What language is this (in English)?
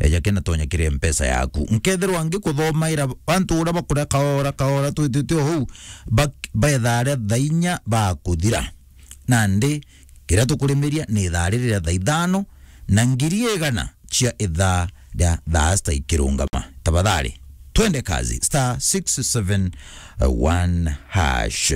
Meru